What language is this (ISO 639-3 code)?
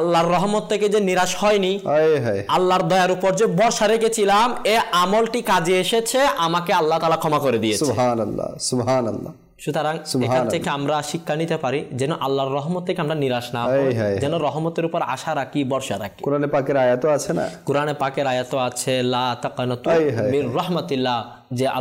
ben